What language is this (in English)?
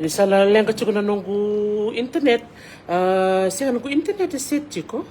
Fijian